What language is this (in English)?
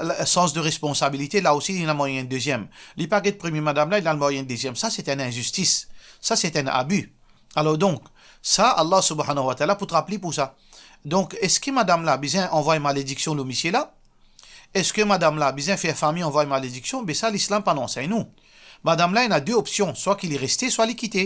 Morisyen